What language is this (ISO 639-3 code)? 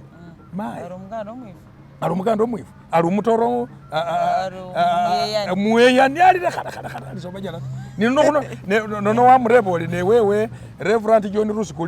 myx